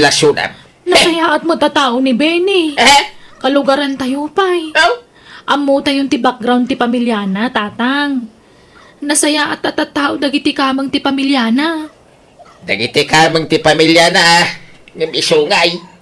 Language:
Iloko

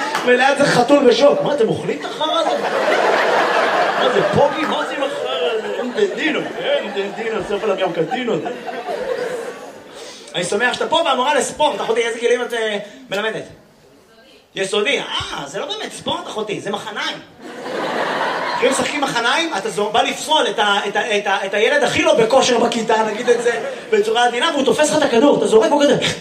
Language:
Hebrew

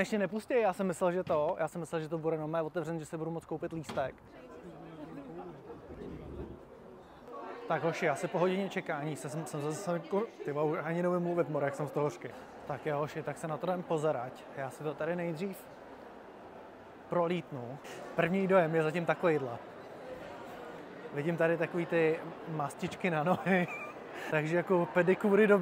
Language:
Czech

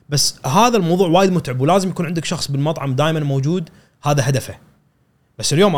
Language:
Gulf Arabic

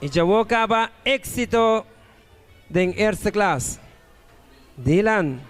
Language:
Papiamento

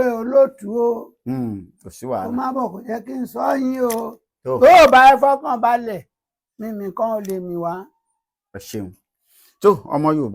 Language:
Yoruba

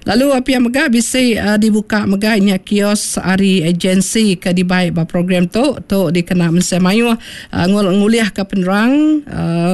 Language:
Iban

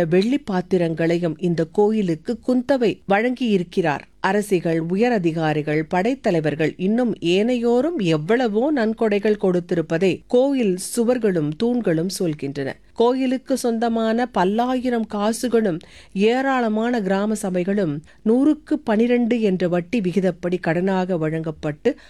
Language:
Tamil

